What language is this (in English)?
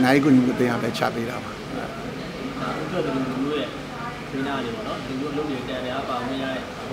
Burmese